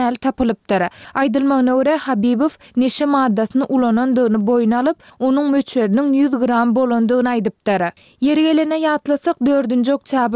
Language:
Turkmen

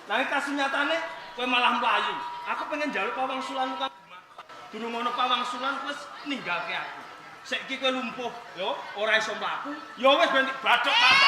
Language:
Javanese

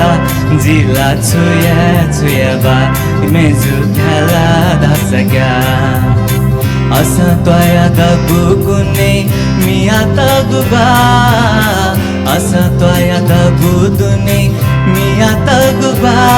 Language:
Newari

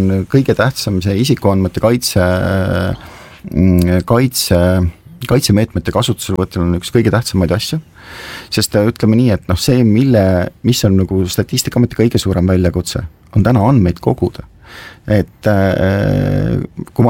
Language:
Estonian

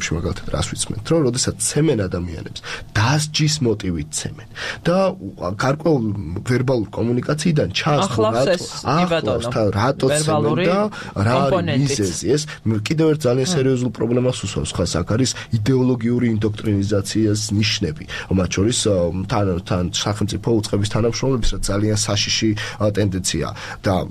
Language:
Georgian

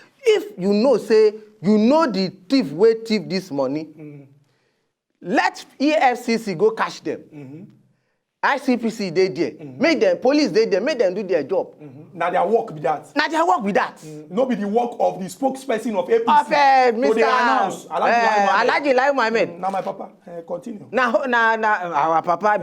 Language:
Nigerian Pidgin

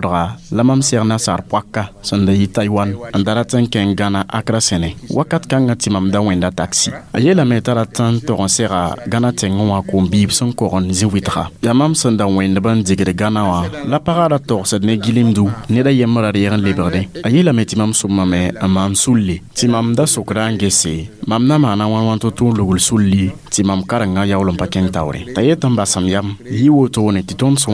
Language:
Mossi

